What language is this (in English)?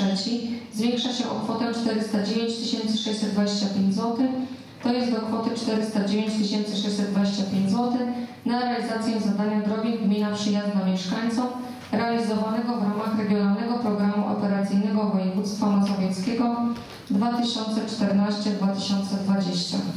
Polish